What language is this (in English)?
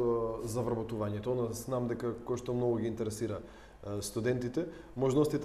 Macedonian